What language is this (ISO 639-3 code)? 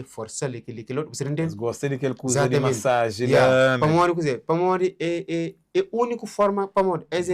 kea